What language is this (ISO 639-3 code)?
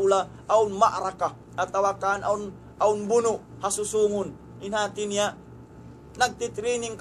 tsg